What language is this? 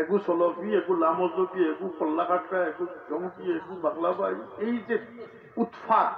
Sylheti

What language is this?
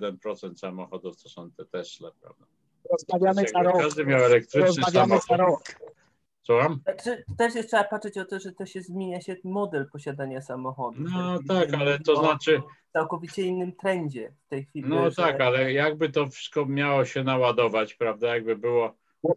Polish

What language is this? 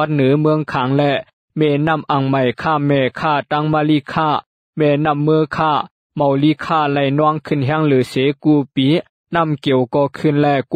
Shan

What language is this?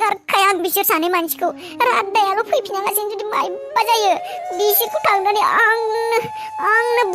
Bodo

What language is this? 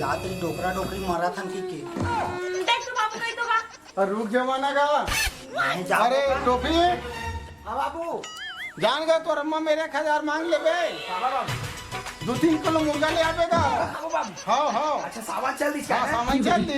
Chhattisgarhi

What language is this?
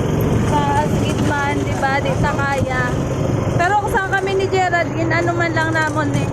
Hiligaynon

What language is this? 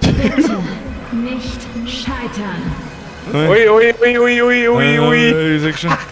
Bavarian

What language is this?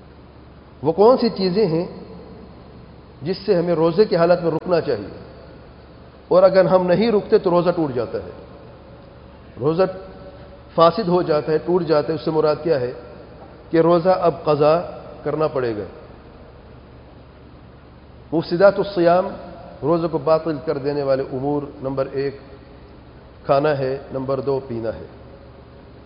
Urdu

